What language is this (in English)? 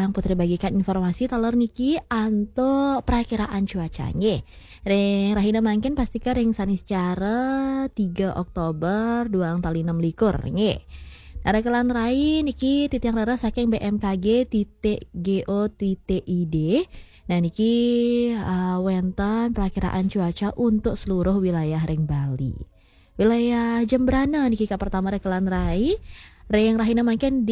Balinese